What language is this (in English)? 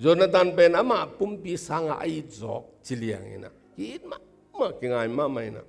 Tedim Chin